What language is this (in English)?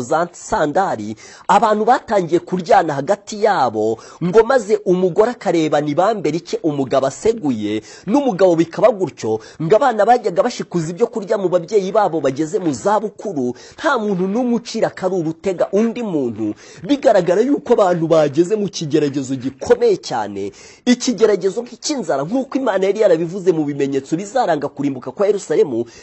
Kinyarwanda